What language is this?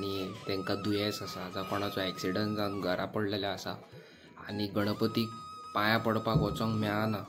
Konkani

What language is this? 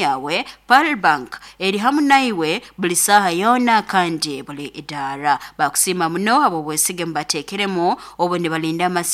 Nyoro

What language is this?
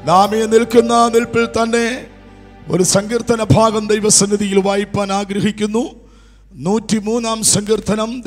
Malayalam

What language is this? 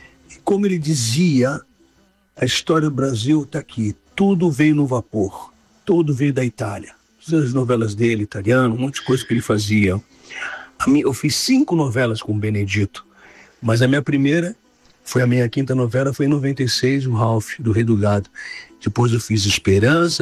Portuguese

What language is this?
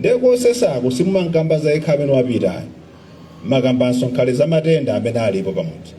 Nyanja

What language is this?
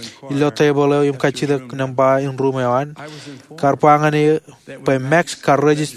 Marshallese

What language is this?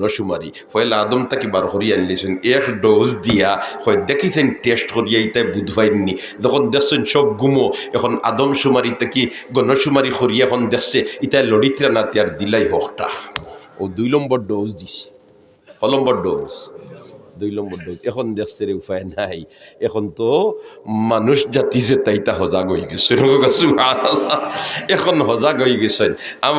Sylheti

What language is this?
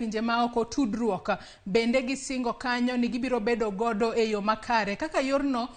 Luo (Kenya and Tanzania)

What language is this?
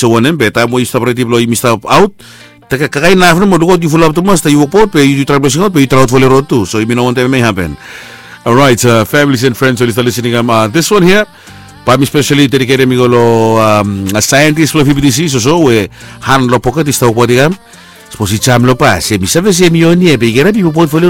Bislama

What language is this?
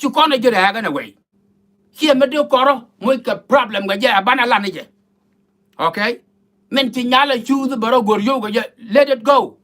Nuer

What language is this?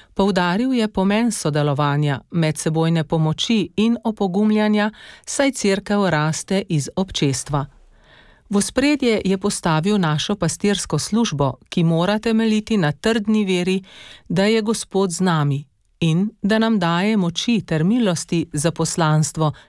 Slovenian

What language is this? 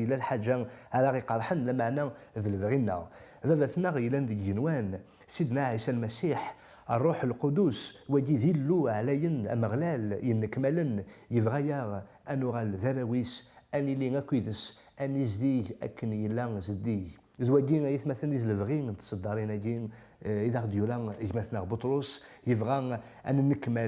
Kabyle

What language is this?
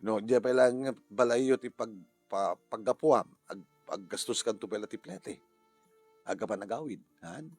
Iloko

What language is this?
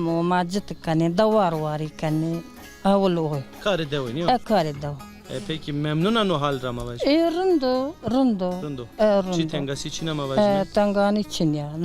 Zaza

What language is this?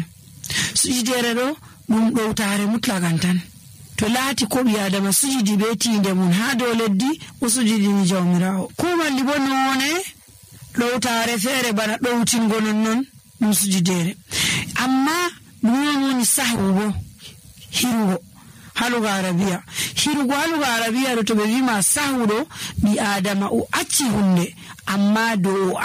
Nigerian Fulfulde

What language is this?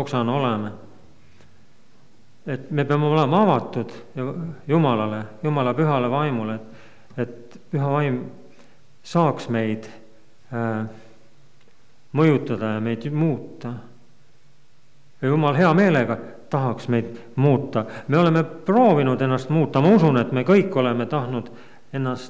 Estonian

